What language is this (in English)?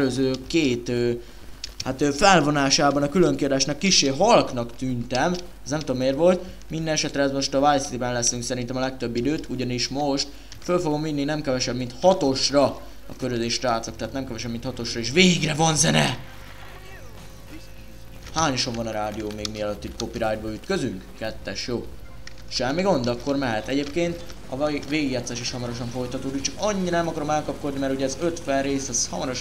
Hungarian